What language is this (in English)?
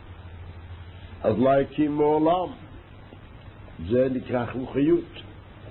Hebrew